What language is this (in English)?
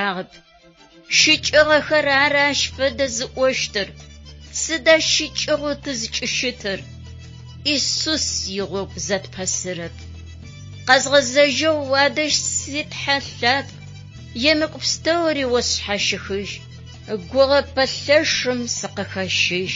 Adyghe